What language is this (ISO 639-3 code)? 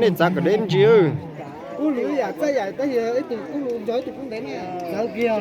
hmn